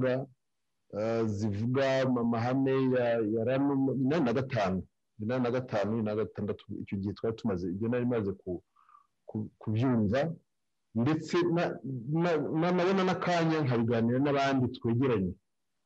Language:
Kinyarwanda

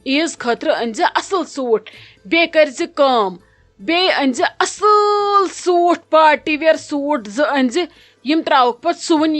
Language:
Kashmiri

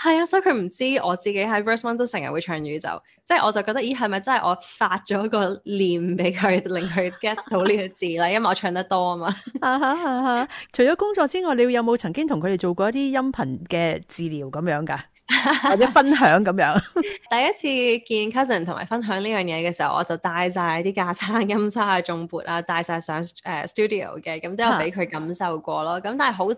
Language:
Cantonese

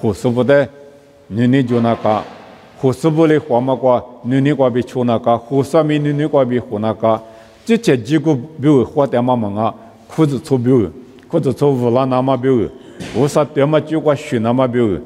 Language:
Lisu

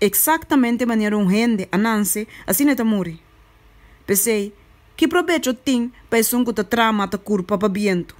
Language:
Papiamento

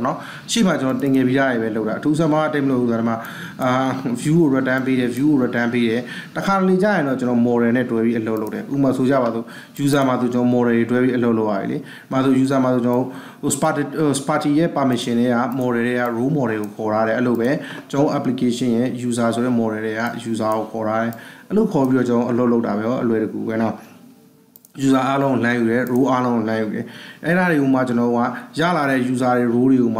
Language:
Burmese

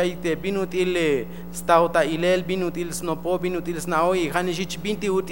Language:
Tzeltal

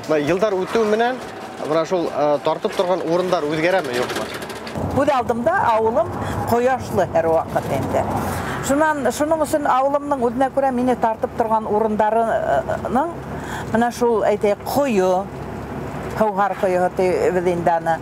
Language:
Bashkir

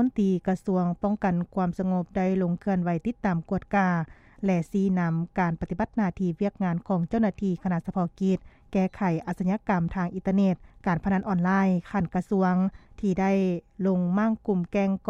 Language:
Lao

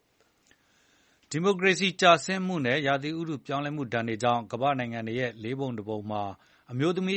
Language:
Burmese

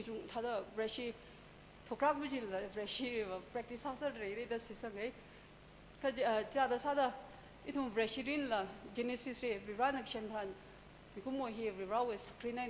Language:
Tangkhul Naga (India)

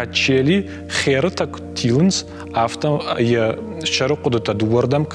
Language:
Ossetic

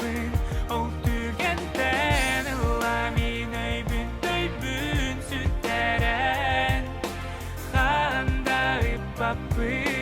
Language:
Yakut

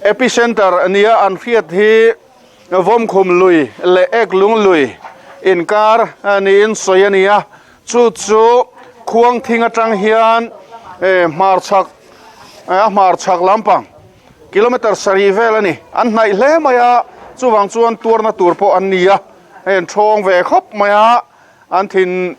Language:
Mizo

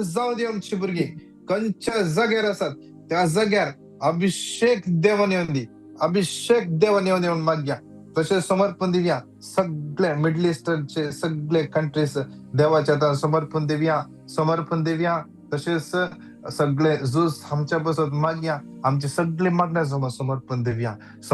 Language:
Konkani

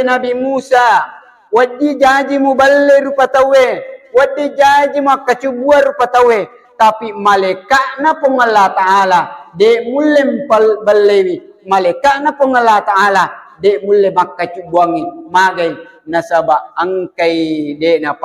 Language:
Buginese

